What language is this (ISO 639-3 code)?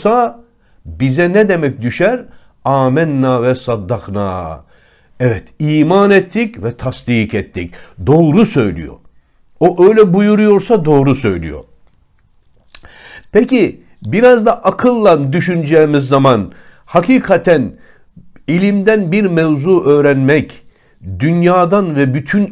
tur